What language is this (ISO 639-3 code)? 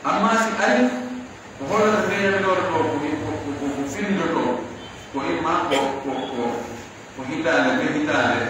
fuf